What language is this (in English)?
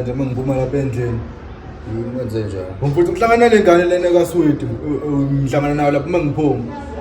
Zulu